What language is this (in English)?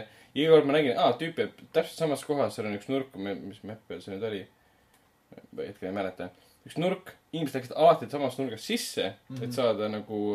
Estonian